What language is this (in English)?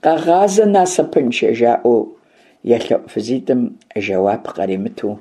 Kabardian